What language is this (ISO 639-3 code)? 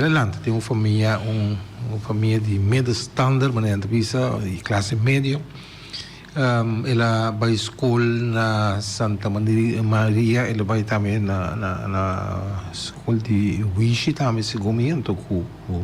pap